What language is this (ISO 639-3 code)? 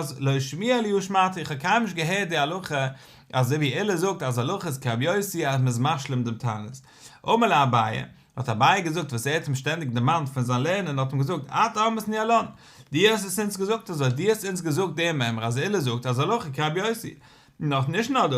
yid